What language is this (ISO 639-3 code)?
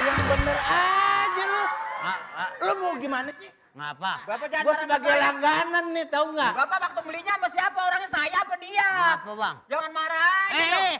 bew